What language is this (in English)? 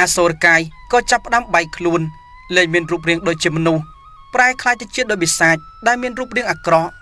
Khmer